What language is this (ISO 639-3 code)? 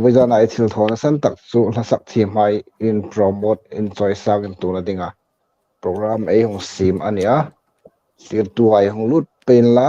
hmr